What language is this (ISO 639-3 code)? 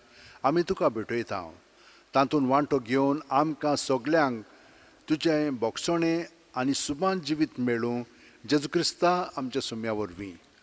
kok